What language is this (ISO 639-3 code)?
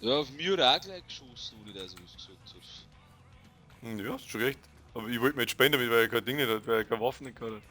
bar